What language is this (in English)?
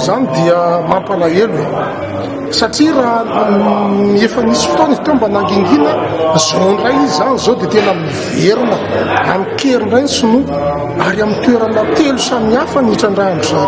Malagasy